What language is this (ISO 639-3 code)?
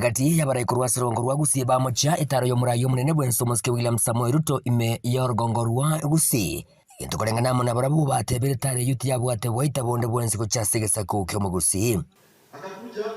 guz